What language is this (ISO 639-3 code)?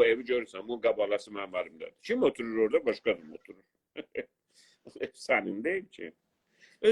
azb